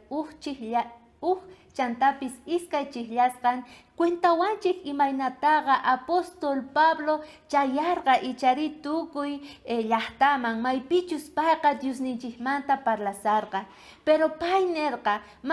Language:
South Bolivian Quechua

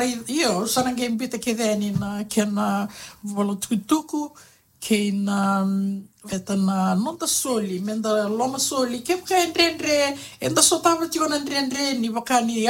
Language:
Fijian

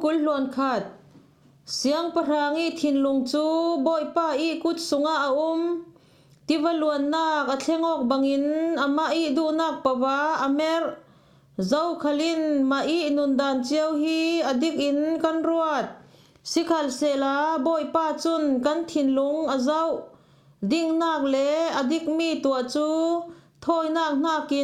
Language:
Falam Chin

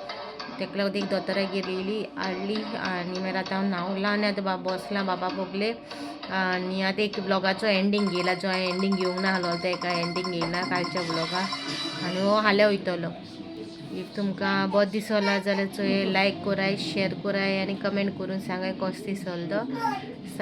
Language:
Konkani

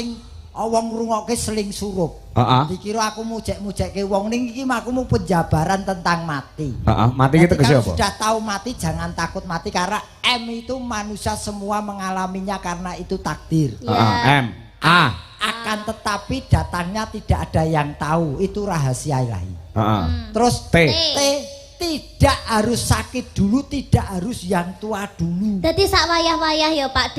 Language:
Javanese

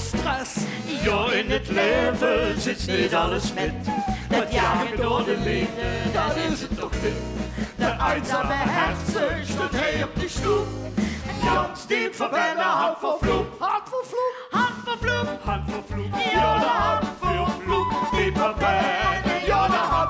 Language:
Limburgish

